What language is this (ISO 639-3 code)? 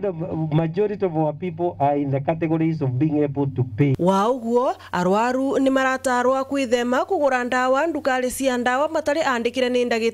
mer